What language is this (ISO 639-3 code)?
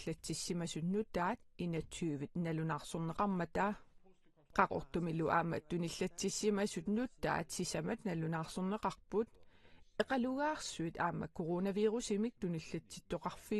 kal